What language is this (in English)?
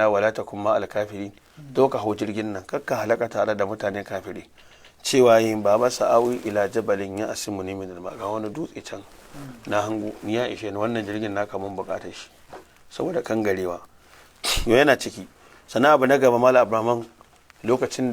Hausa